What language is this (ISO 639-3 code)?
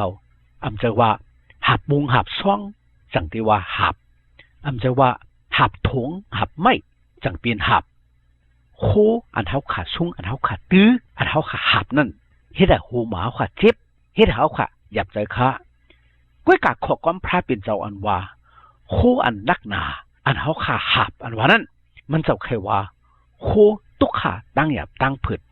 shn